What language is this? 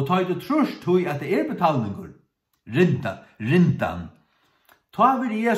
Faroese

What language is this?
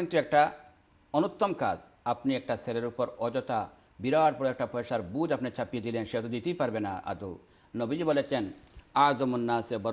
Bangla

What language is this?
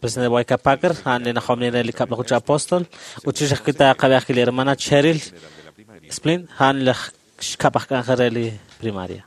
Kekchí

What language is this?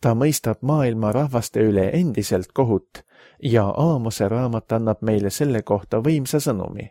Estonian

